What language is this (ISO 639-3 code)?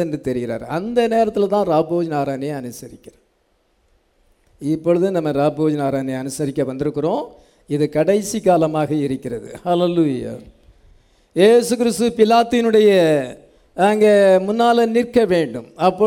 tam